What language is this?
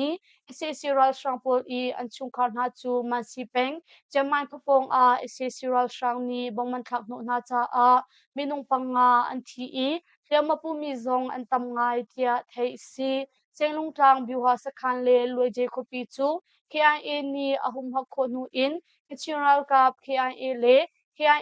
Hakha Chin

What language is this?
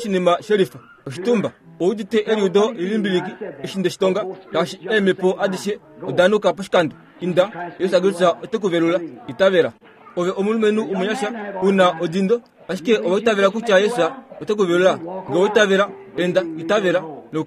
Kuanyama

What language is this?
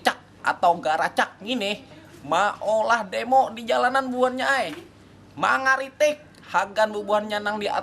Banjar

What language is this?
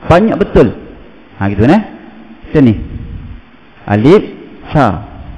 Malay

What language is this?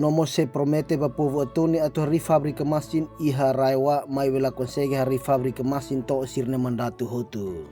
Tetum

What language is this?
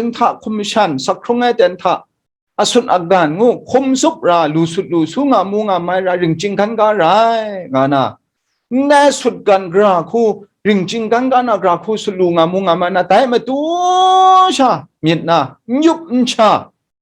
Kachin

